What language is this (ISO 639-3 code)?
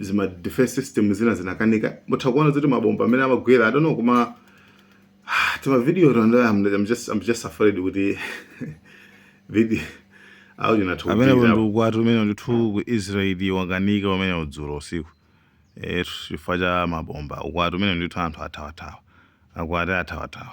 nya